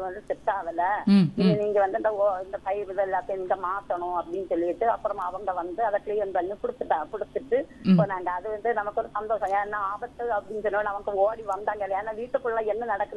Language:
Tamil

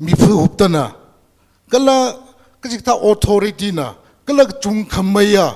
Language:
Tangkhul Naga (India)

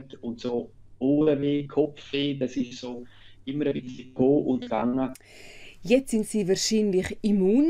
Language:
Romansh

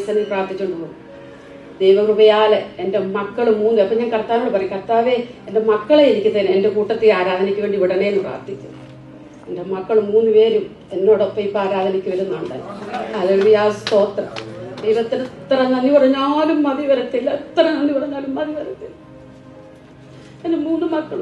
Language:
Malayalam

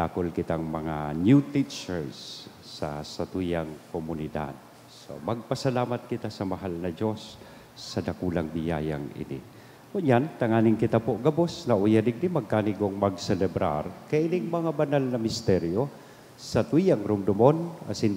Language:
Bikol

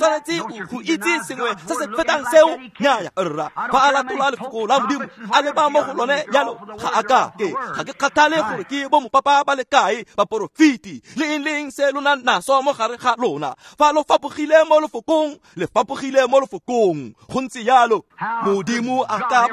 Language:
Tswana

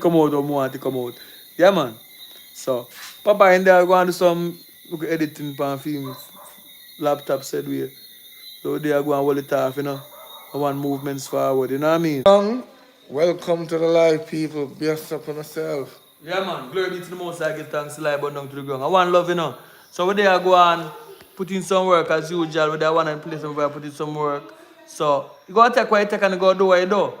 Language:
Jamaican Creole English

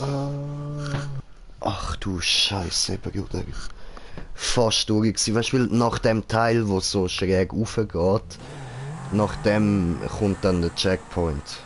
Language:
Swiss German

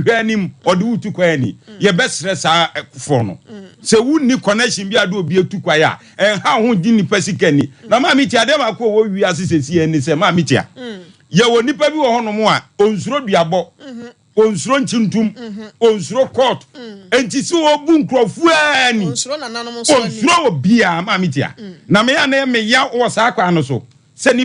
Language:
Akan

